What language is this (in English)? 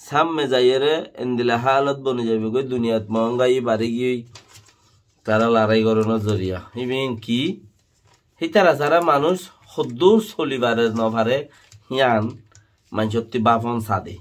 Rohingya